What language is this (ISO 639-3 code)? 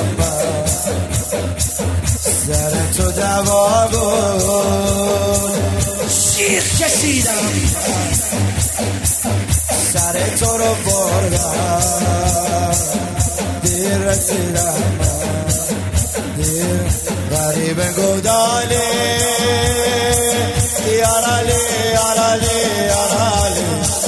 fas